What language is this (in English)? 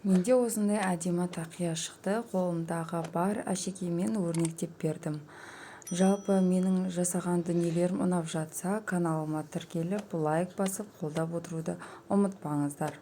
Kazakh